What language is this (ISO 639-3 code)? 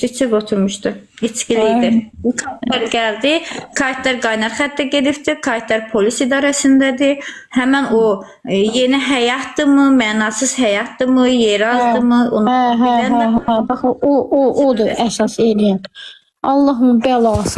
aze